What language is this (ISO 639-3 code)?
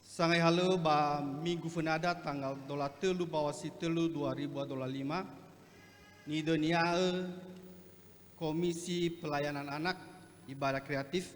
nia